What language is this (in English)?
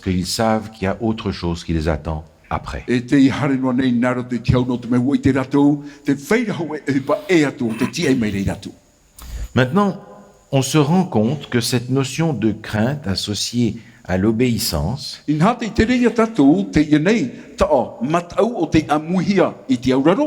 Tahitian